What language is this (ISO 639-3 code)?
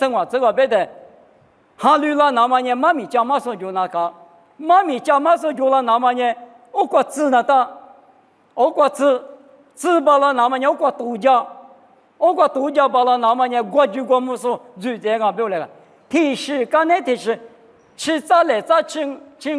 lis